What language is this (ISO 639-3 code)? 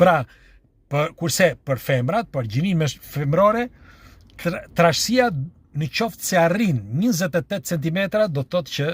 sqi